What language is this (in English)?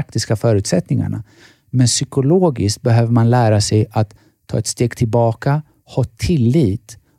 Swedish